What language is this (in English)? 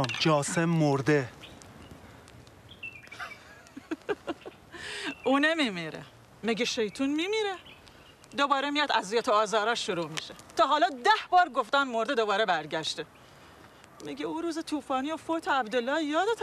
Persian